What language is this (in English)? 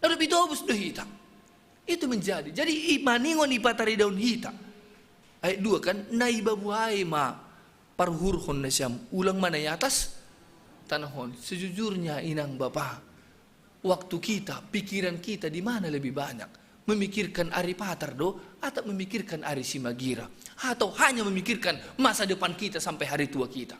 Batak Simalungun